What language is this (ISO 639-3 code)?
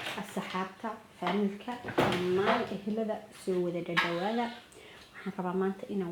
som